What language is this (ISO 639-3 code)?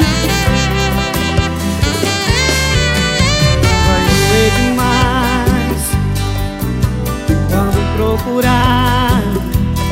por